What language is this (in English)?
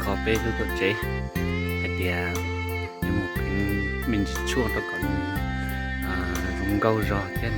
Hmong